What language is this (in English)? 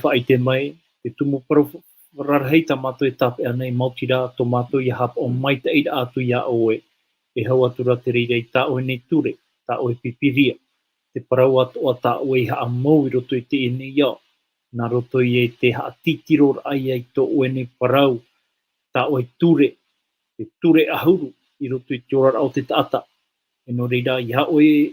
Tahitian